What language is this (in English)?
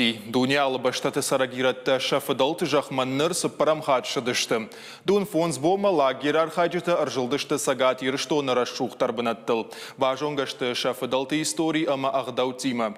Ossetic